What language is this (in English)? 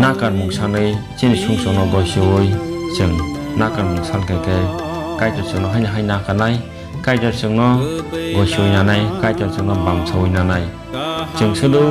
Kok Borok